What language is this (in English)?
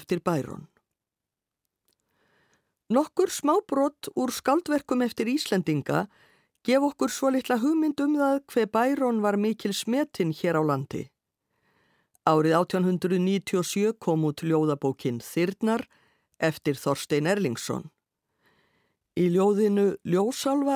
Icelandic